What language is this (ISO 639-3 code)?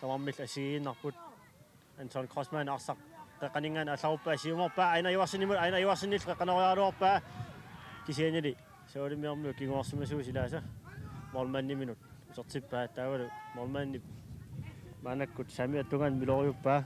kal